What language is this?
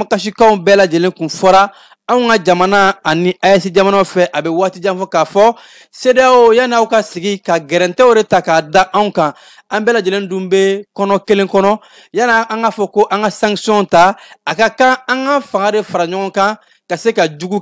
Bambara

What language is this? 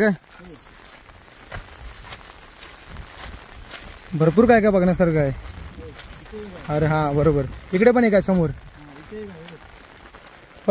Marathi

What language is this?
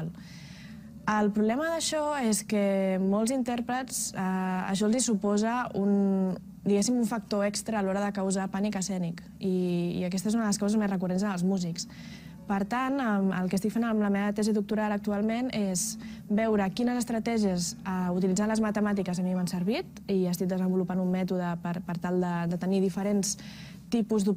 Catalan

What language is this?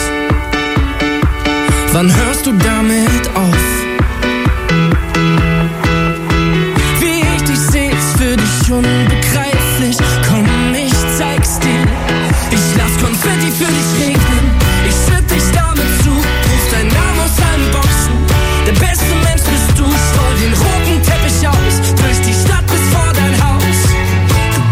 German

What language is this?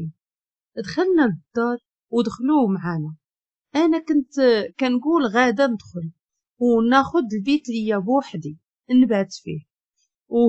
Moroccan Arabic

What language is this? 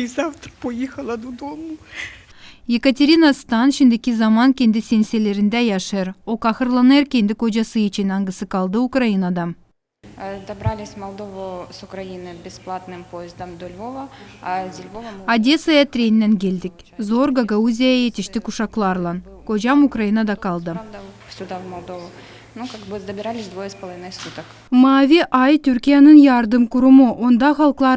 Gagauz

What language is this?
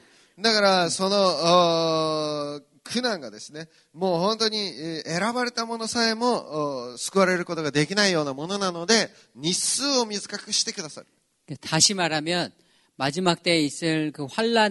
Korean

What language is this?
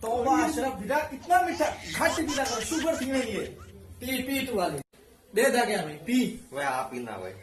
Saraiki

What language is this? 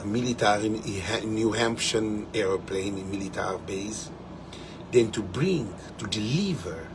Kabuverdianu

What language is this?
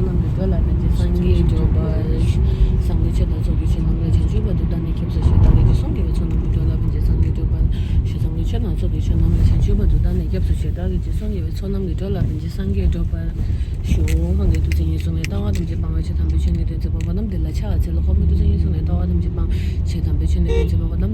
Tibetan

